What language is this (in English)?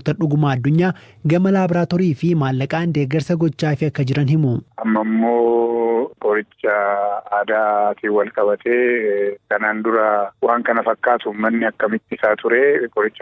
Oromo